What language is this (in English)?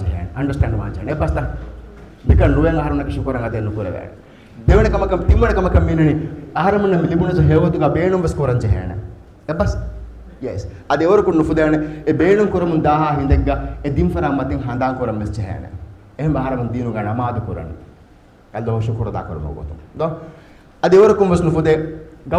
Divehi